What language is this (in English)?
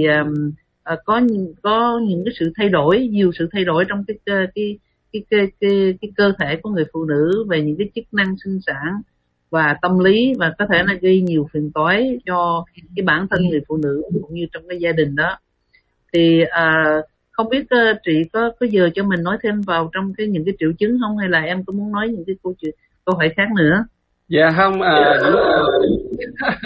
Vietnamese